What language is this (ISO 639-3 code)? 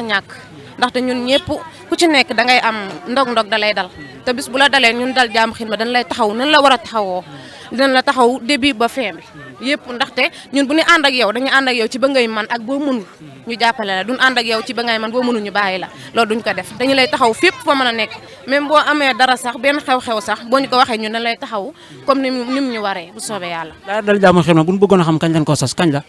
wol